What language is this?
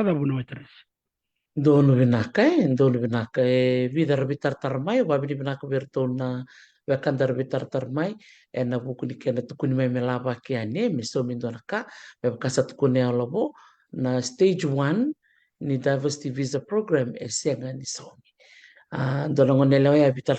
Fijian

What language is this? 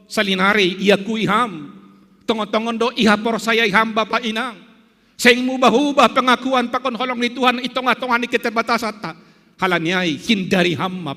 Batak Simalungun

